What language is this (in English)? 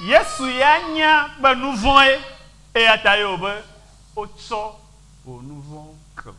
Ewe